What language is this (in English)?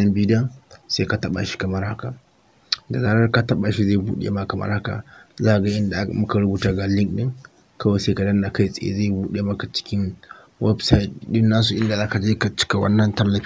Hausa